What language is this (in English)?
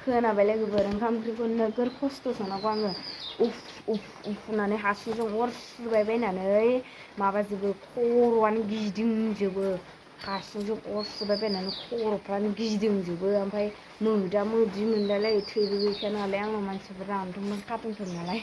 Bodo